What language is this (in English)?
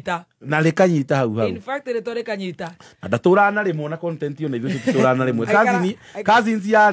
Kikuyu